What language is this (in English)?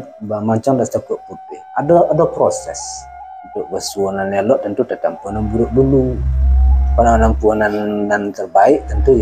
Minangkabau